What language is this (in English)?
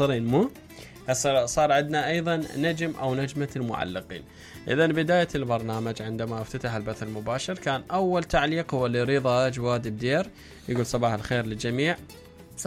Mesopotamian Arabic